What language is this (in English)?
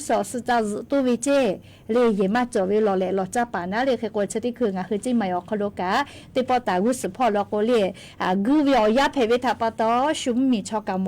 Lahu